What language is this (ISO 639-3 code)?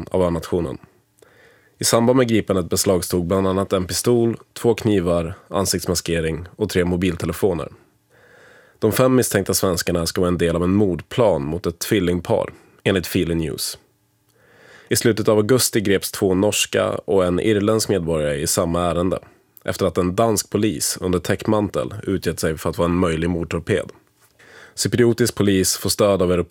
swe